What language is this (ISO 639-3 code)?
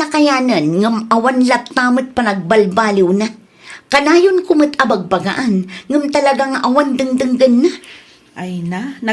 ilo